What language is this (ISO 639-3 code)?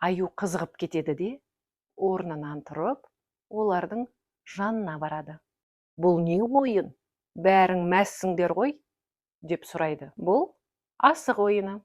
kaz